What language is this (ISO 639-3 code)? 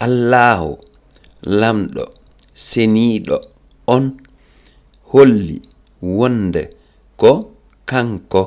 ful